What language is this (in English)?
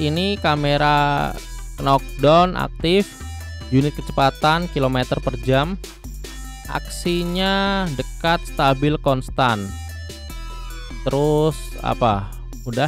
Indonesian